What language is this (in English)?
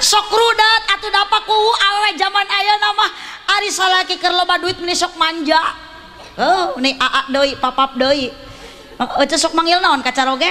Sundanese